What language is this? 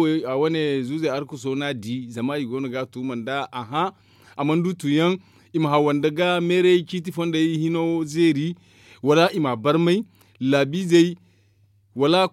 Zarma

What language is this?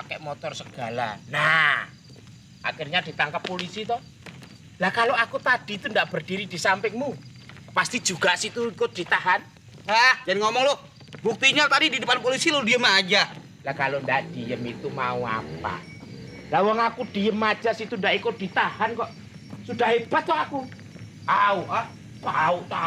Betawi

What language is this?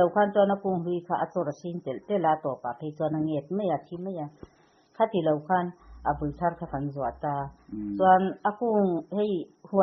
Mizo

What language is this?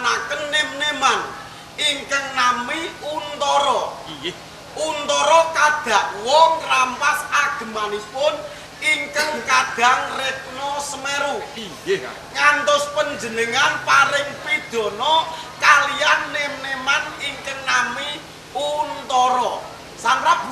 Javanese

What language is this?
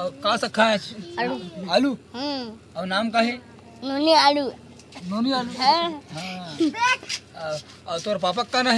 Chhattisgarhi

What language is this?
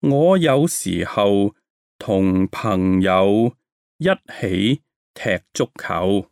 Cantonese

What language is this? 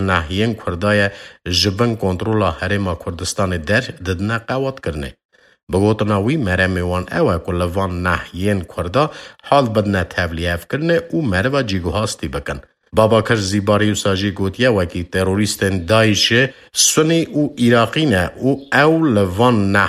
Kurdish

